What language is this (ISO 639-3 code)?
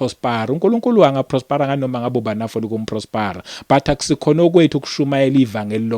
zul